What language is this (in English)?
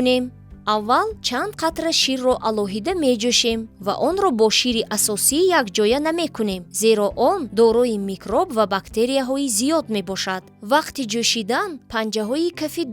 Tajik